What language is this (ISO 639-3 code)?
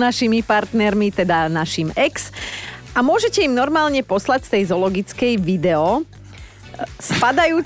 slk